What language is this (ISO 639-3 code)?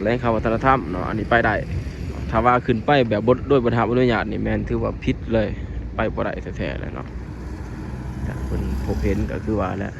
lao